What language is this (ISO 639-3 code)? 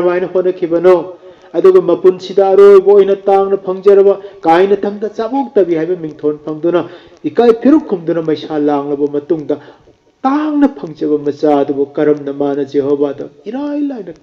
mni